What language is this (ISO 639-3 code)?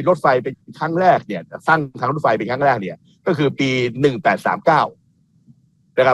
tha